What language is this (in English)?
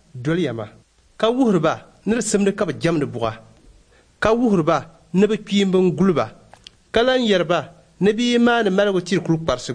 Dagbani